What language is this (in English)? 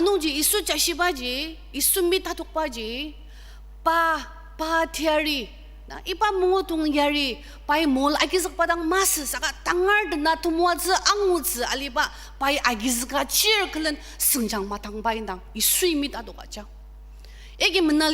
Ao Naga